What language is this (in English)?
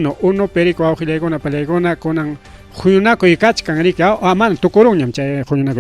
Ayacucho Quechua